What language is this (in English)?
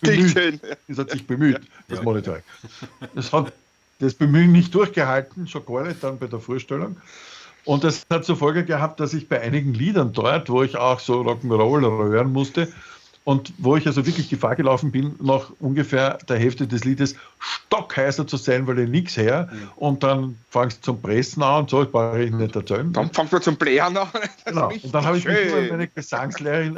Bavarian